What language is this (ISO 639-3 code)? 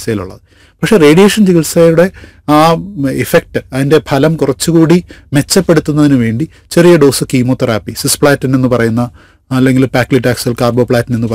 mal